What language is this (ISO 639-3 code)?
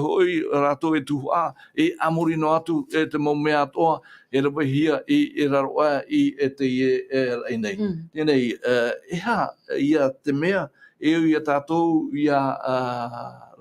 tah